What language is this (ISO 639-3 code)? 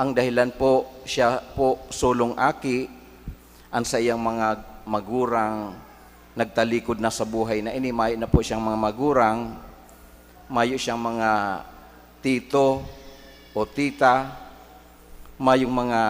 bik